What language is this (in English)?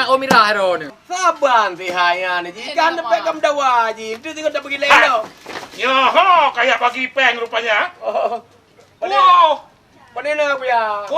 Achinese